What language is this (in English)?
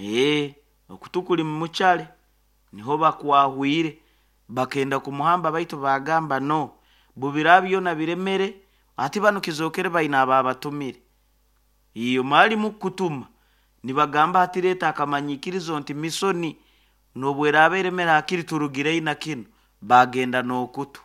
Nyoro